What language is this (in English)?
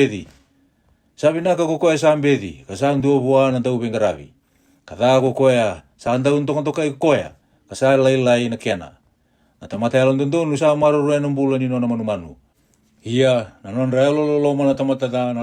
Fijian